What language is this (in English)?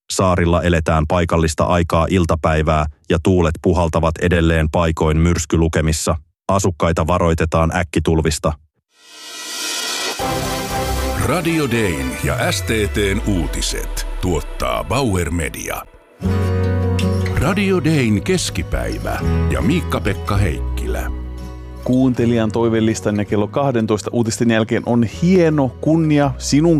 Finnish